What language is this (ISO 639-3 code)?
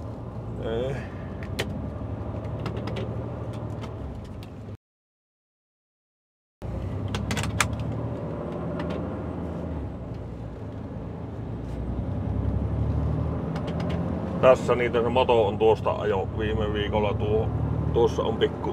fin